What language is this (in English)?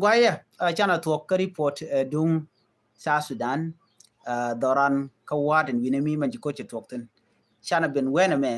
Nuer